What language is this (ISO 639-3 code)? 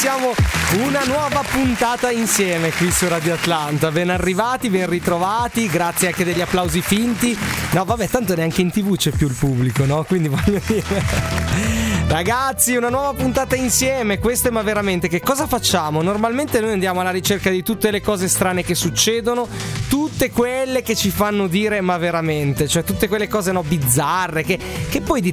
ita